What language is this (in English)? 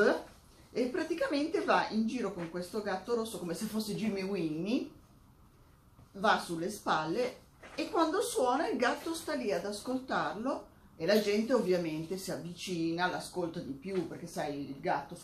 Italian